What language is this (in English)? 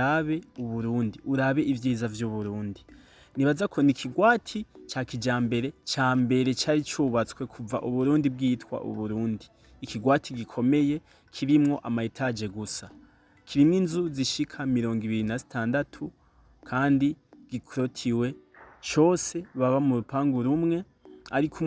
Rundi